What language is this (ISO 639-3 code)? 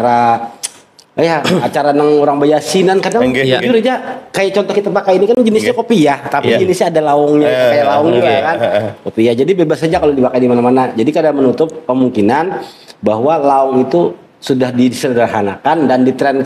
bjn